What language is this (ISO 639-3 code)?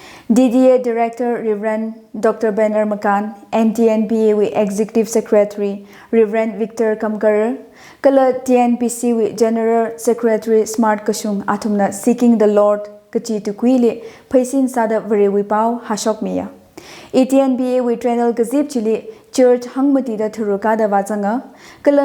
nmf